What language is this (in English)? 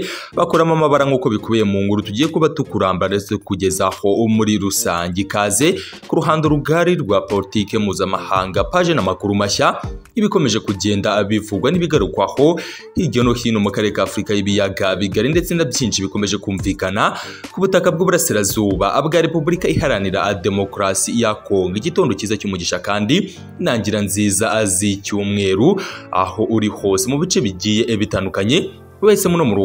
Kinyarwanda